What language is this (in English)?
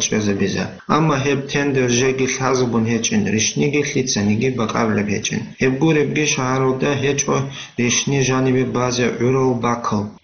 Avaric